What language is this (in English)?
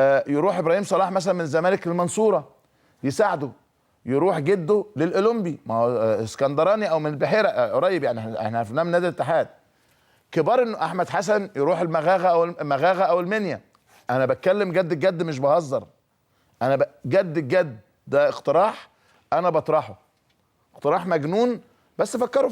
Egyptian Arabic